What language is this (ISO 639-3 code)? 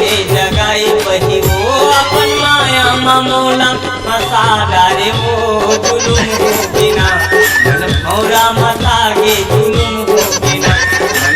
hne